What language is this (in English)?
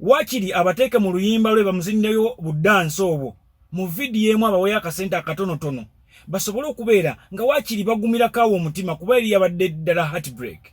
Ganda